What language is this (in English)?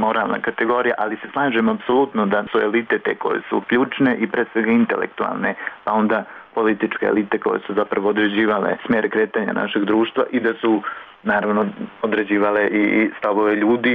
Serbian